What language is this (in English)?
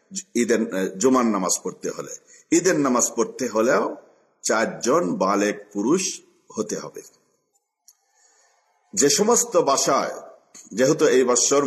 Bangla